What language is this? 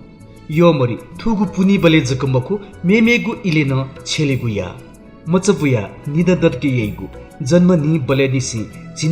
Newari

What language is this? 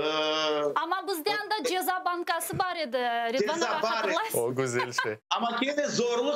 Crimean Tatar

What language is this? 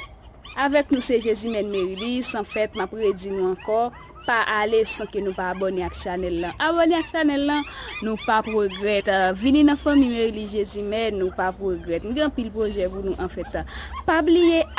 Haitian Creole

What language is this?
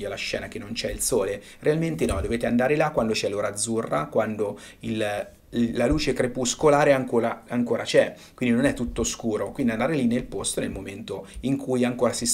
Italian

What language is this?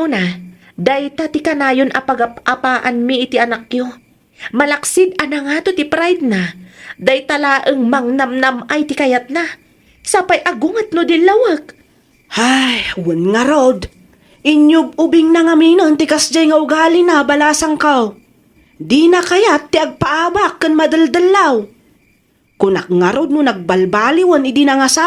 Iloko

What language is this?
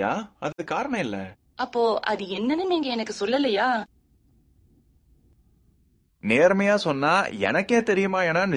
Tamil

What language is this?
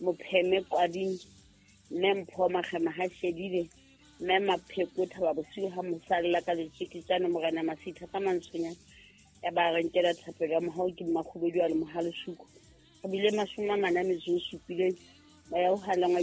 Southern Sotho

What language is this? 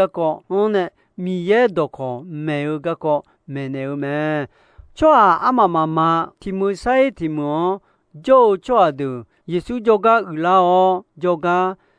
Akha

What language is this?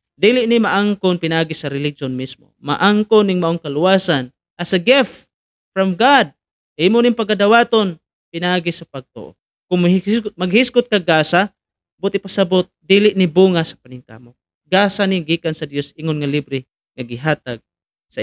Cebuano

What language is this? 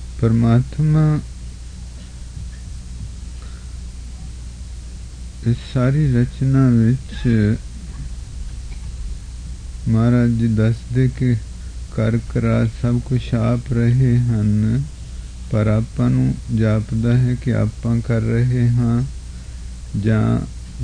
Punjabi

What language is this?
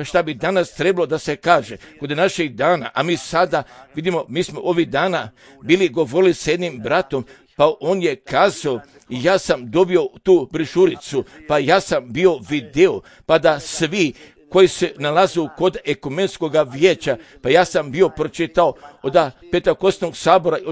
Serbian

